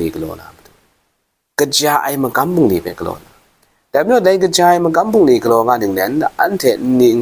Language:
Kachin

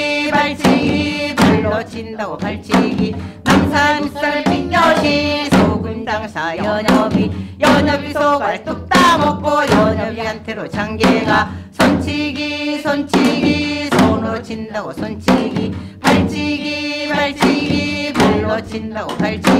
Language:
Korean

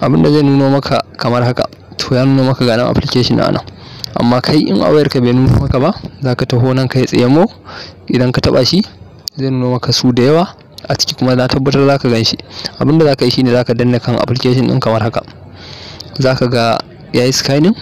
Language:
Hausa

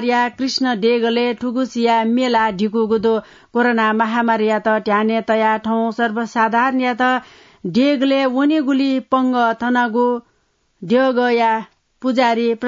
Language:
Newari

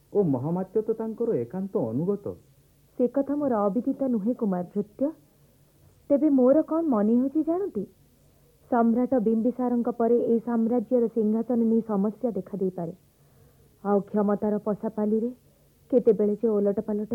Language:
Odia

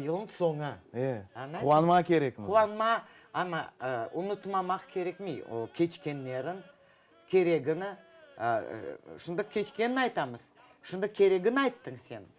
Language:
Crimean Tatar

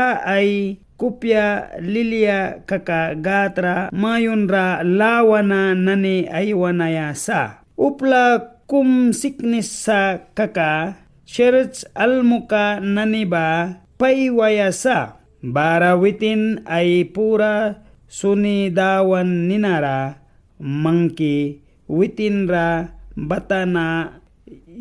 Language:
Mískito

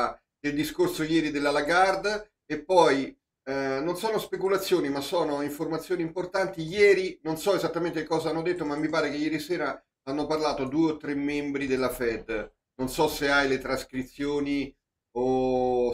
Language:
Italian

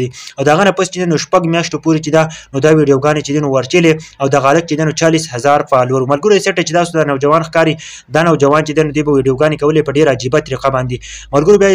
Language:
Pashto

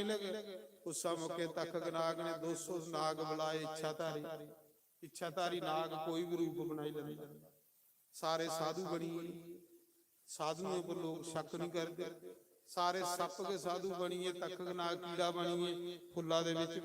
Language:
Dogri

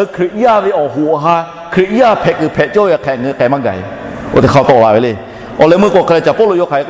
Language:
Lahu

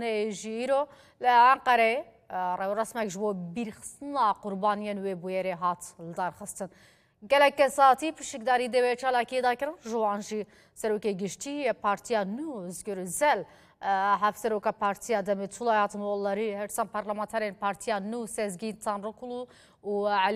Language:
Kurdish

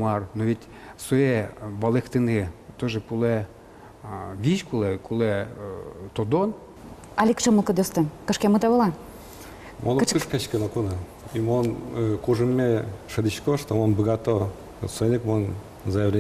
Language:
Udmurt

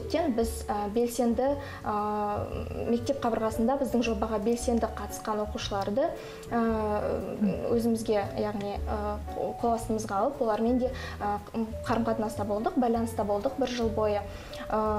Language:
Kazakh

